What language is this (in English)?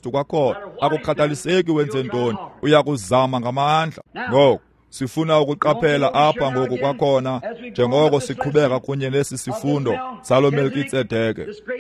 Xhosa